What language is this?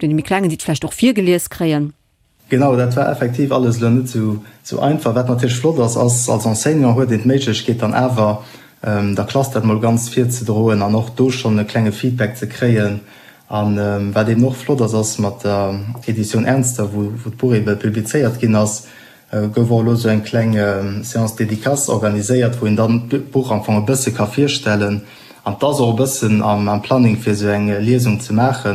Luxembourgish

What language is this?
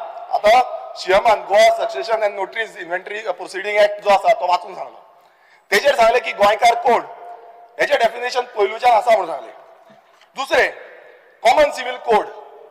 Konkani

